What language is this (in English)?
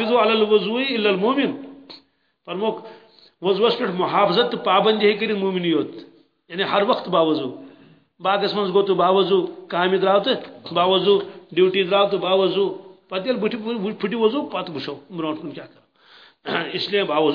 Kashmiri